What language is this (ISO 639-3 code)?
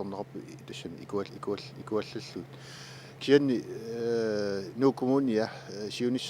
kal